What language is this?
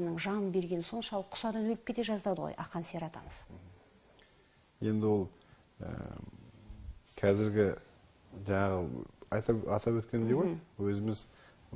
Kazakh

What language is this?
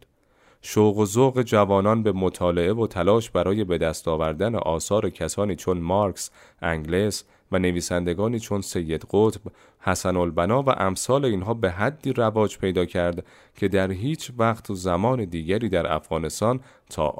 Persian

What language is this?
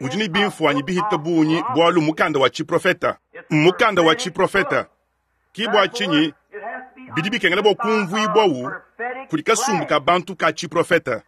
Luba-Lulua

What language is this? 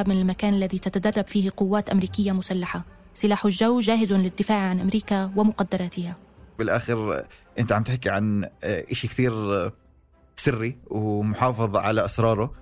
North Levantine Arabic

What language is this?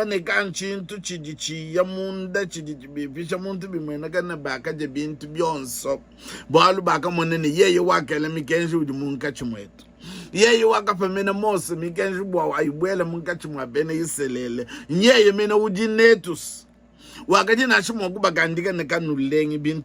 Luba-Lulua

